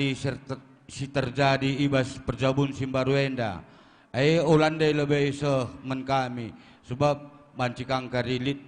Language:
Batak Karo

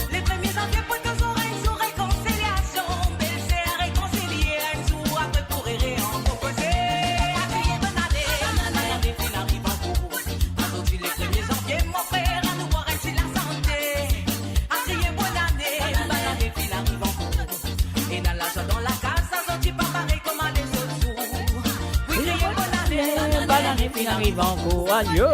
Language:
Morisyen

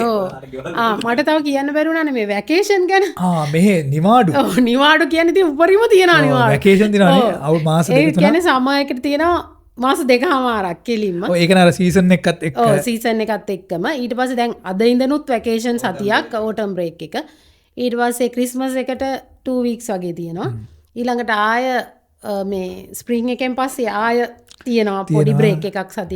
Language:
Sinhala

